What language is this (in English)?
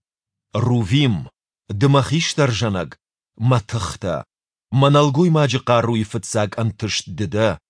Ossetic